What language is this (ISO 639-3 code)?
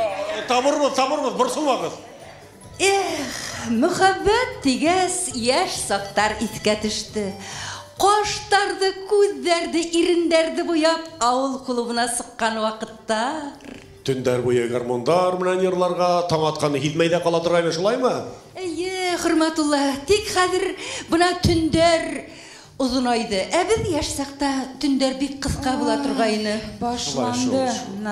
bak